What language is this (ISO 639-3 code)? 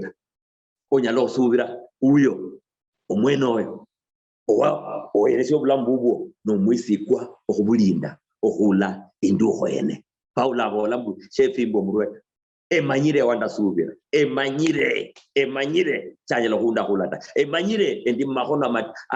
luy